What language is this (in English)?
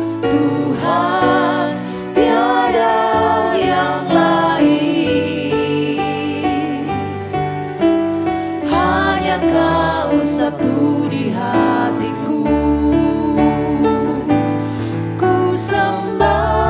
Indonesian